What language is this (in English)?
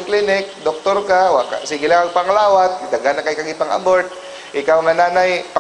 Cebuano